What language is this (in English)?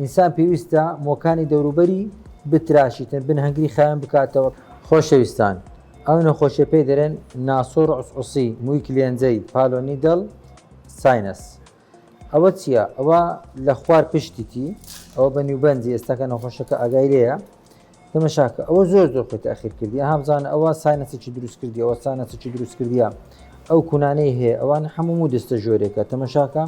Central Kurdish